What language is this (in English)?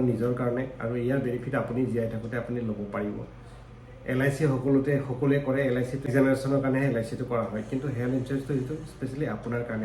Assamese